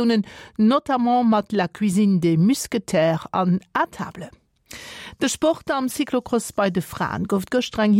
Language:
Luxembourgish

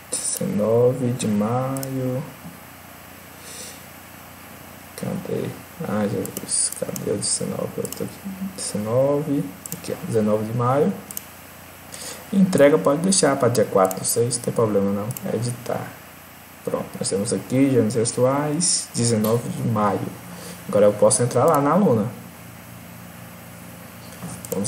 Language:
Portuguese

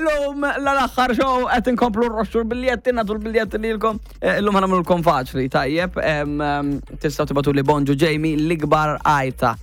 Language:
Maltese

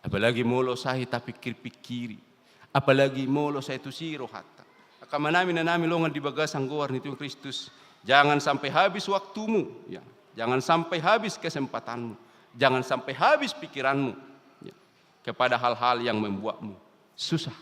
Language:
Batak Toba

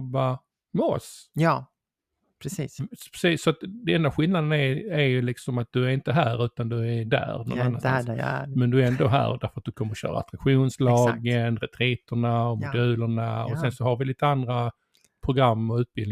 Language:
Swedish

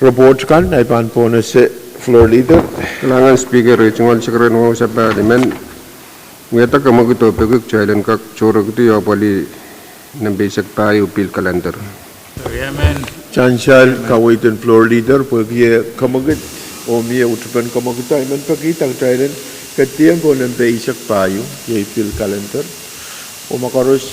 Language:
Pohnpeian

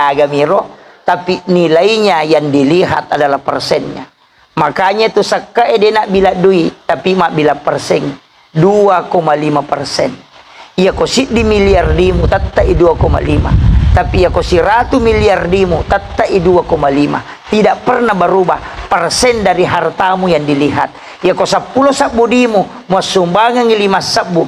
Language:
Buginese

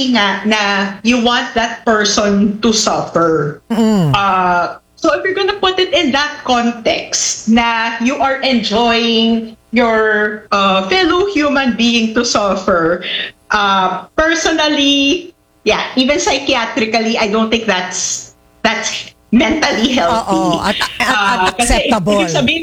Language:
Filipino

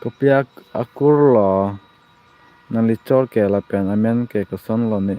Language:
Karbi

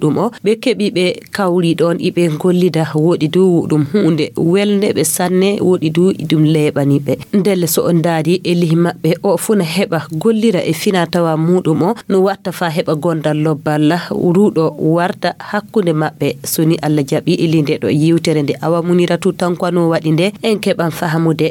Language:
Fula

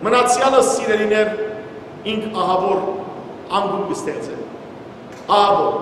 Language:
Western Armenian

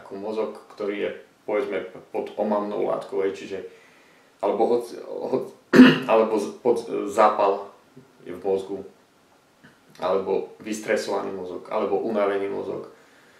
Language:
Slovak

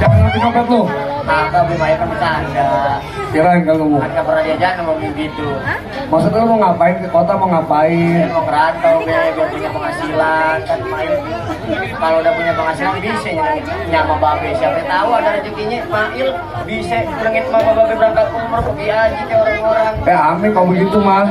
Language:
Betawi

